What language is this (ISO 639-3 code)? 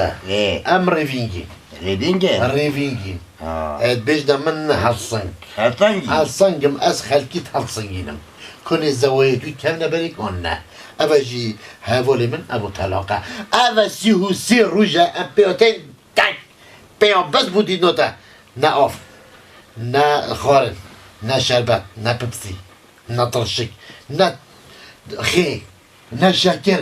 kur